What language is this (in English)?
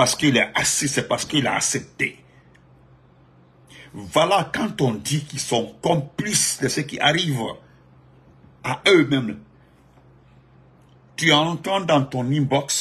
French